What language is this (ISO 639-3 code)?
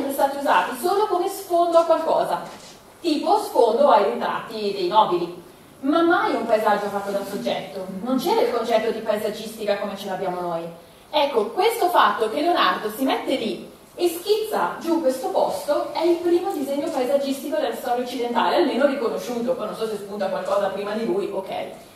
ita